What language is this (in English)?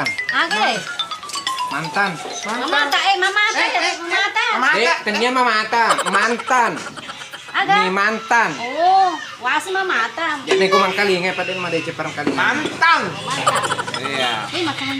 Buginese